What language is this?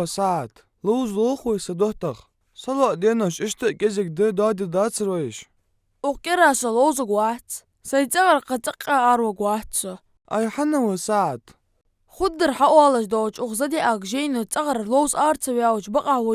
Ingush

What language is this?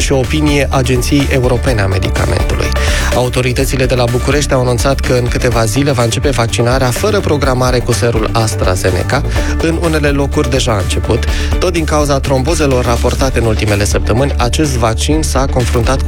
Romanian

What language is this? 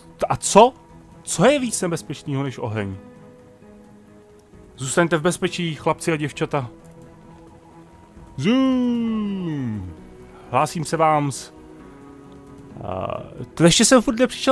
Czech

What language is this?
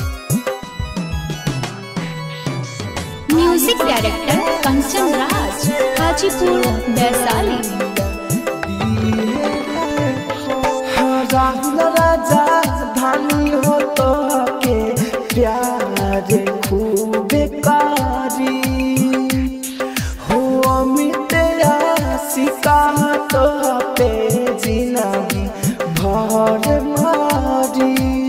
Bhojpuri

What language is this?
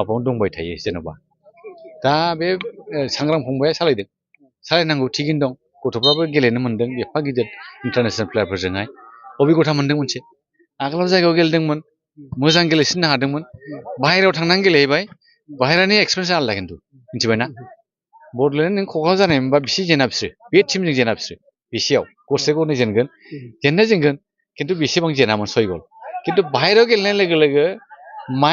Bodo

